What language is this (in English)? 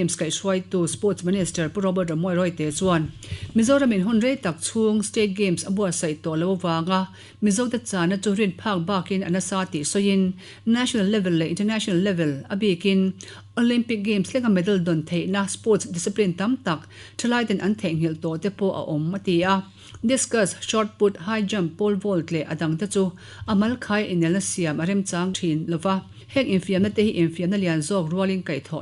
Mizo